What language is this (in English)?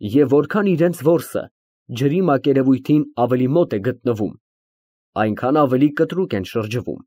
Armenian